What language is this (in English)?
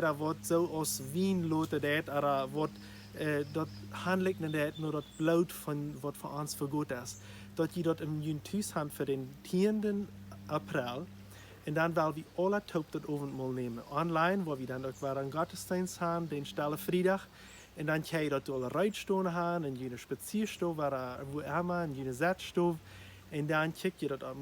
Plautdietsch